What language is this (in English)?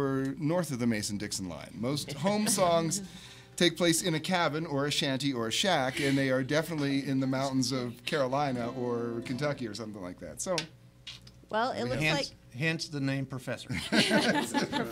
English